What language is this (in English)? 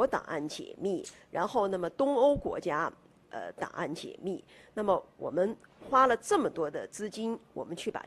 Chinese